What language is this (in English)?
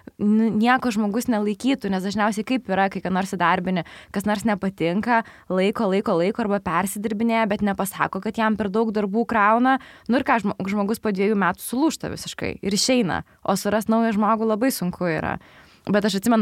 Lithuanian